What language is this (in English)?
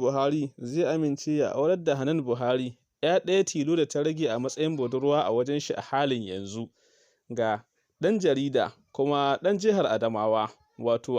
Hausa